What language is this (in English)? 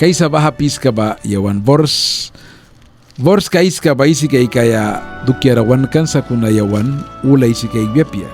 Mískito